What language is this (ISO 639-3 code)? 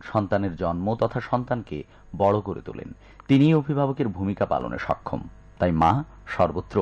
ben